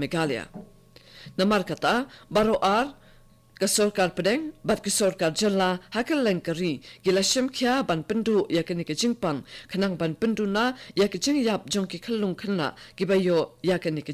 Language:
Khasi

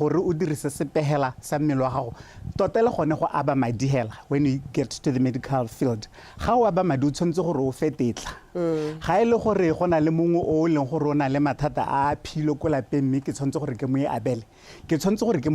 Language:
Tswana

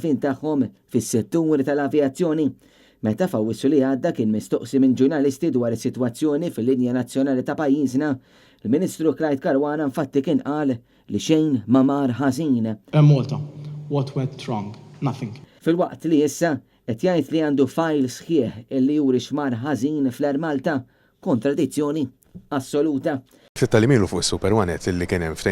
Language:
Maltese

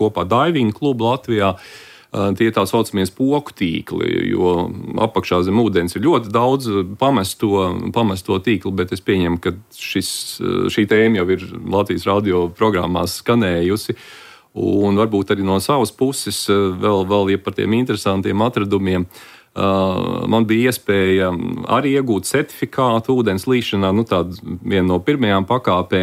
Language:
Latvian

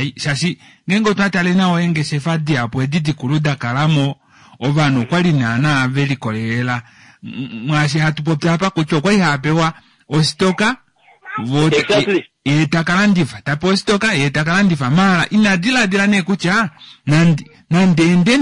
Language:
Kuanyama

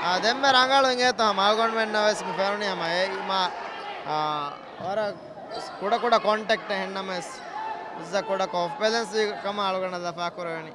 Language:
Divehi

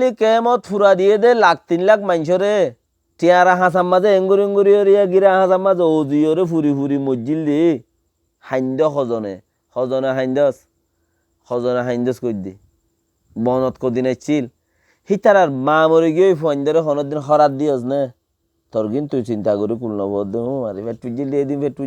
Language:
Rohingya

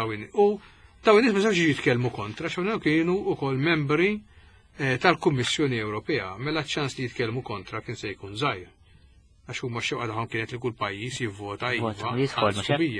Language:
Maltese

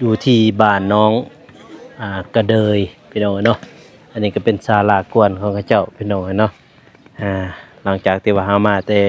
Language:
Lao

